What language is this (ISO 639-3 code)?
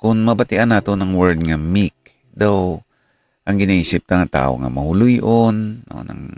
hil